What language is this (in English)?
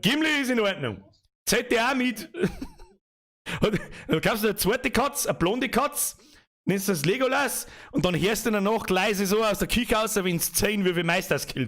Bavarian